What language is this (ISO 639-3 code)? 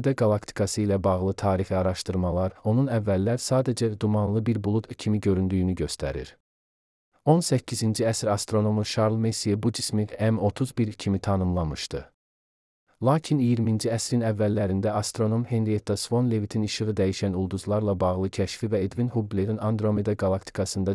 aze